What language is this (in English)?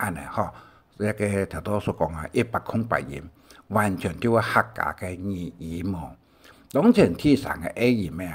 Hakka Chinese